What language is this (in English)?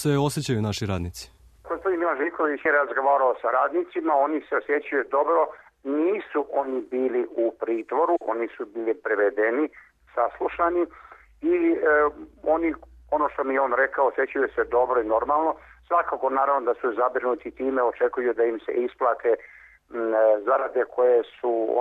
Serbian